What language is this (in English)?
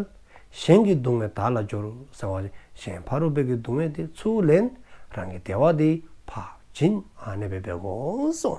Dzongkha